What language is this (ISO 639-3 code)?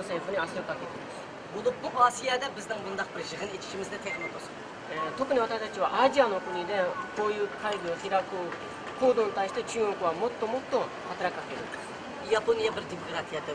uig